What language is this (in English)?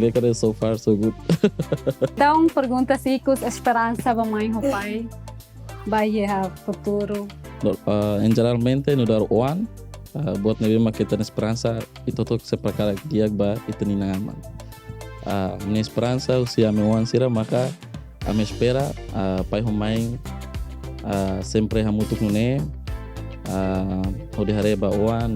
Tetum